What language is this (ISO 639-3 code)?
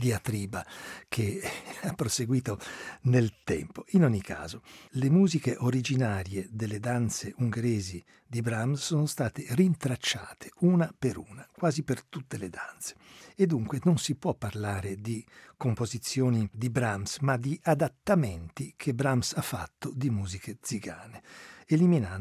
ita